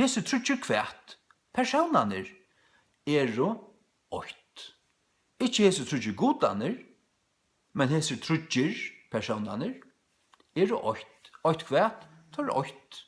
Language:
Faroese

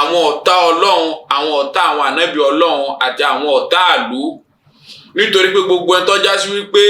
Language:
Yoruba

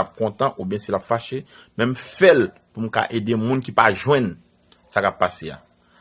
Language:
Haitian Creole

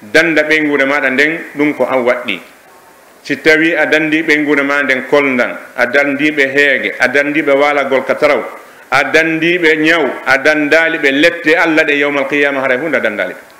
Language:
Pular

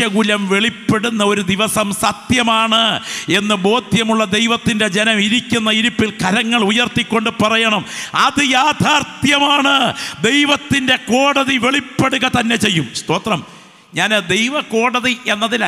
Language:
Malayalam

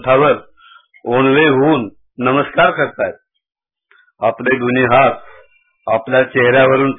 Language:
Marathi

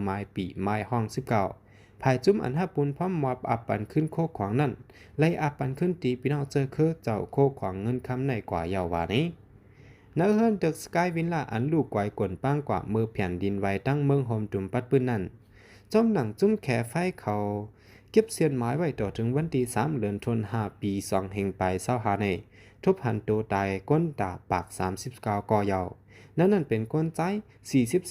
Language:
Shan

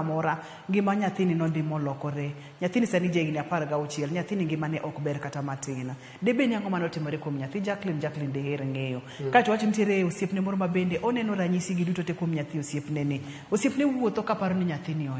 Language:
Luo (Kenya and Tanzania)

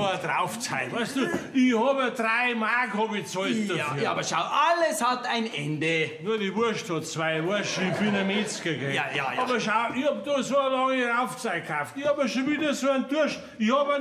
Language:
Bavarian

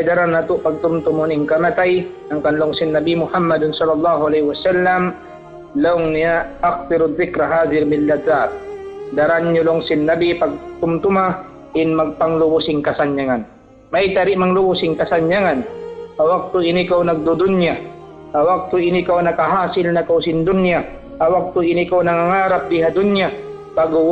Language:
Tausug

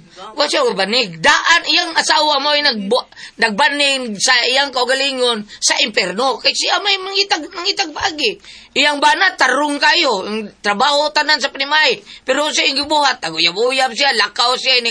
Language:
Cebuano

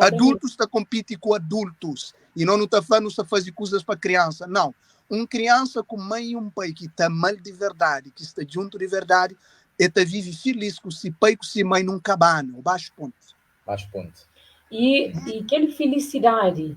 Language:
Kabuverdianu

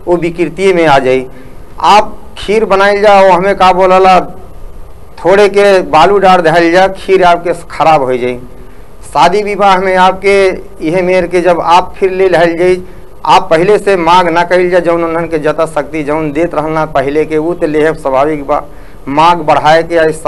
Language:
Bhojpuri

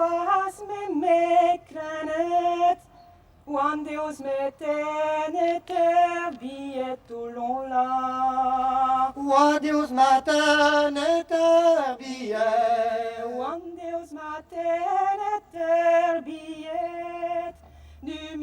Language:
Breton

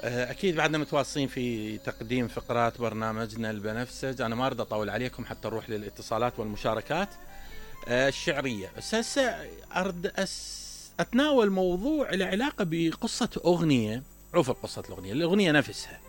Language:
Mesopotamian Arabic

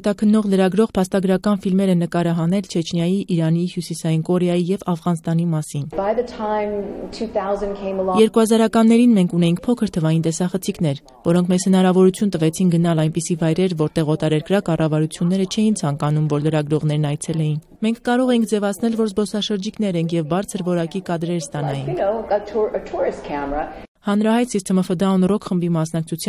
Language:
Armenian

